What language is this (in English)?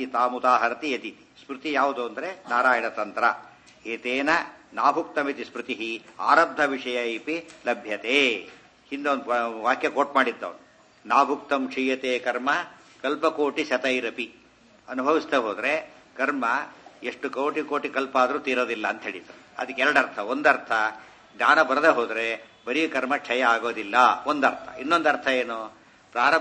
Kannada